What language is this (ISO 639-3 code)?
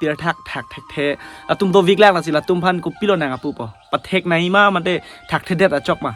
mjw